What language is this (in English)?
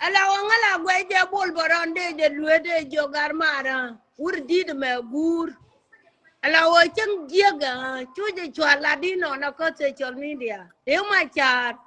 Nuer